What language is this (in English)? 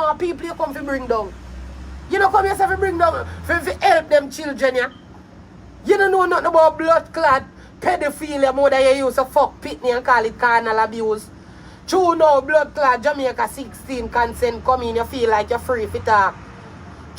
Jamaican Creole English